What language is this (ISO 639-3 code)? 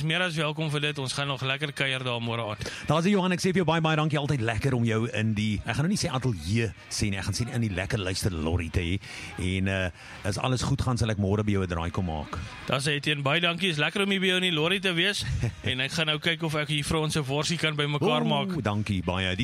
afr